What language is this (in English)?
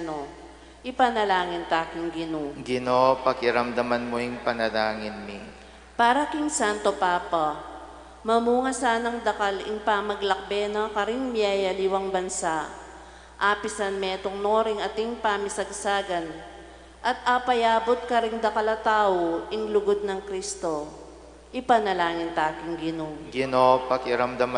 Pampanga